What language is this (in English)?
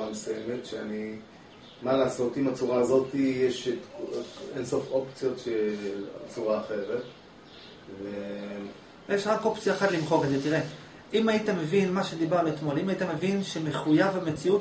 Hebrew